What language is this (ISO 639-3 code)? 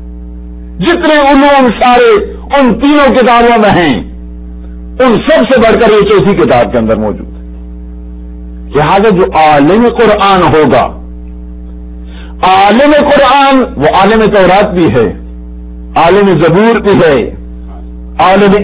urd